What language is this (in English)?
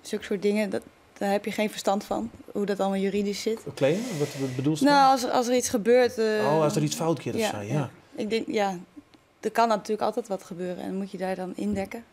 Western Frisian